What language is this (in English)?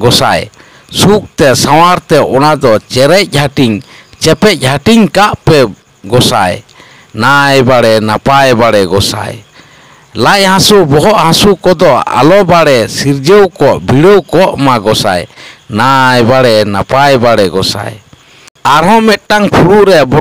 Santali